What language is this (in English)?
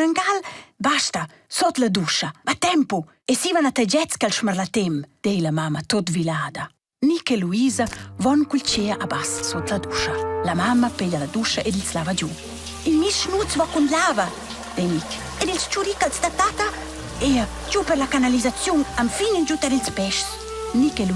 Romansh